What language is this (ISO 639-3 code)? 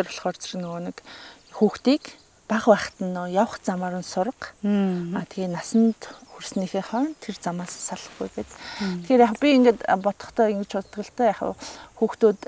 mon